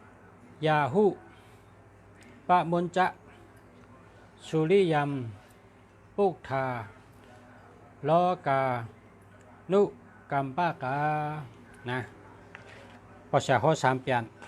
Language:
Shan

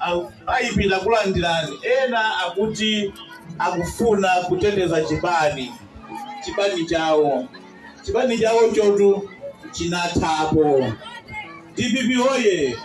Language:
Nyanja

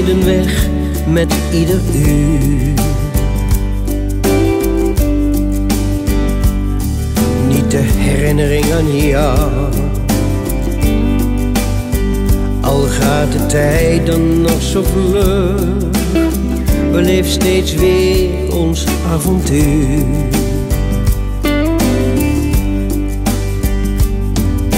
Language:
Dutch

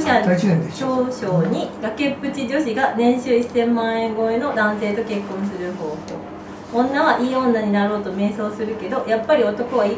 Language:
Japanese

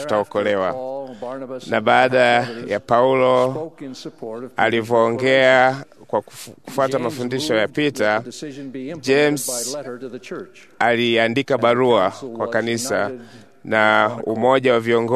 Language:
Swahili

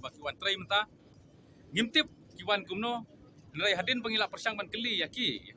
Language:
Khasi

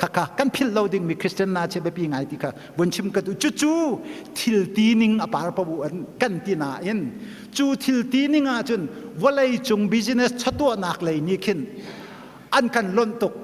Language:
Hakha Chin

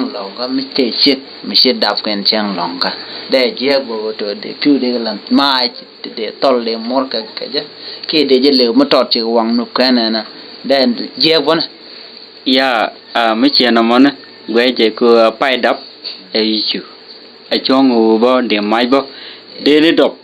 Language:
Nuer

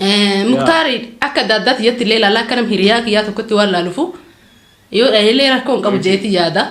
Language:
Oromo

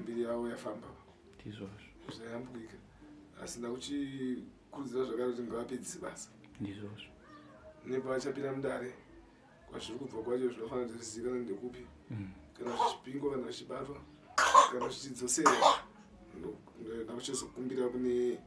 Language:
Shona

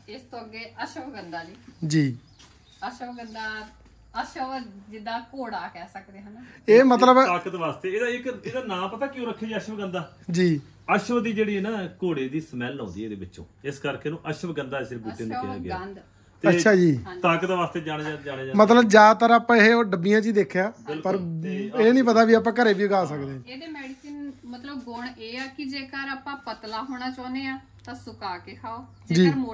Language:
Punjabi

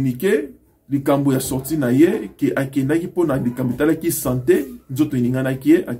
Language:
Lingala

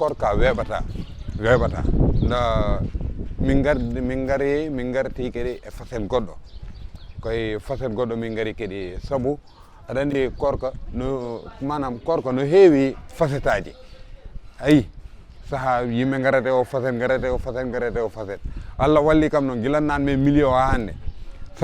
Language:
Fula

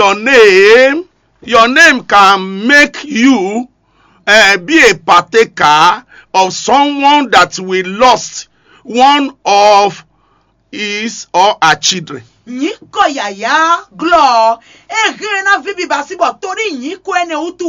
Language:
Fon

